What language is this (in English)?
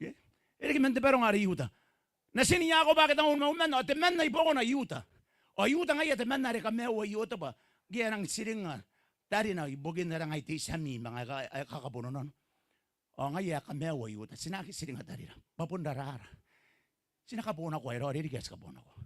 Gilbertese